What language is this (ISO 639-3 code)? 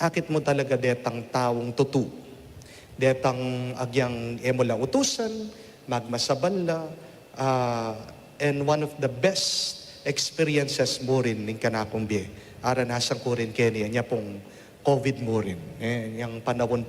pam